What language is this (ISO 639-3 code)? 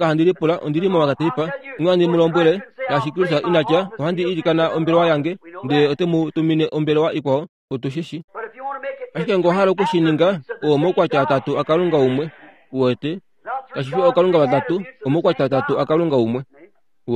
kua